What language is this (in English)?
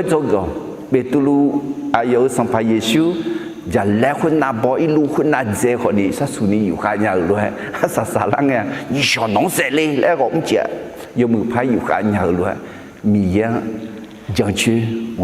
Akha